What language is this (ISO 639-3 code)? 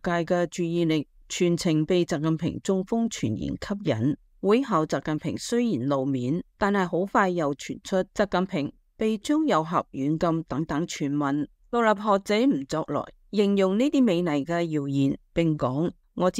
yue